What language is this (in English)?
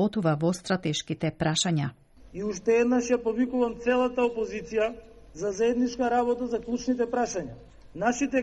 Macedonian